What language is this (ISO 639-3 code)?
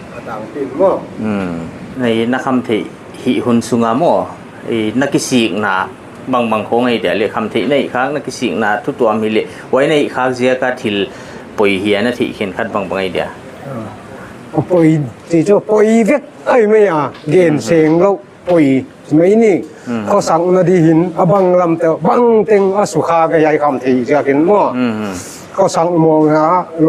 pck